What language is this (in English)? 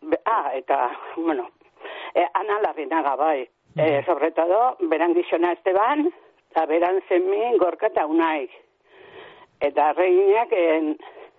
Basque